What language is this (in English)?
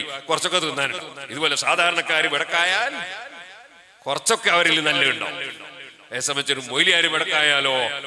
Malayalam